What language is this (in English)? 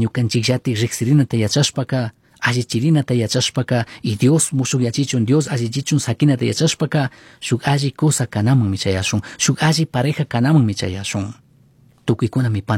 Chimborazo Highland Quichua